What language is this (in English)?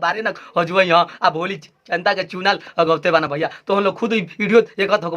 Bhojpuri